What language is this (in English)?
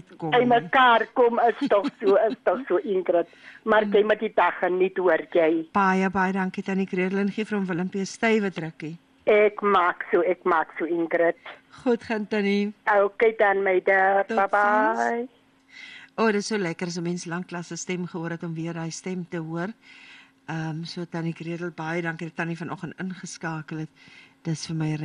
Afrikaans